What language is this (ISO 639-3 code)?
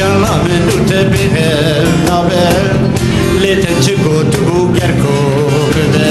kur